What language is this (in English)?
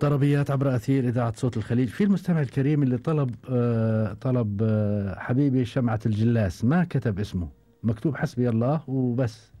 Gulf Arabic